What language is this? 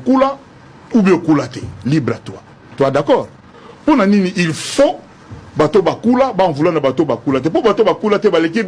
Lingala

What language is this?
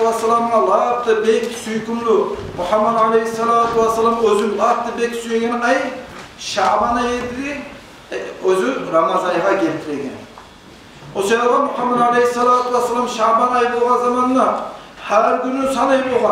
Kumyk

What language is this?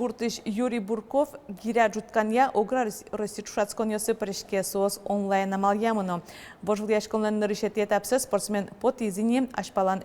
Udmurt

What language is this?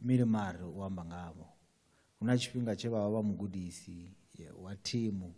Venda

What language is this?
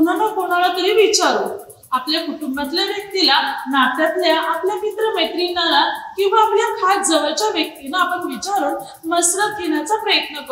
Marathi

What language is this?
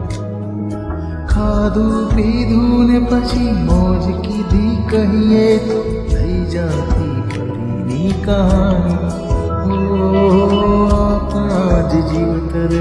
Gujarati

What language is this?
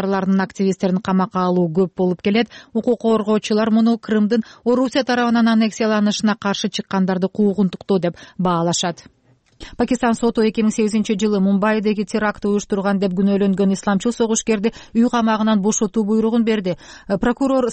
Kyrgyz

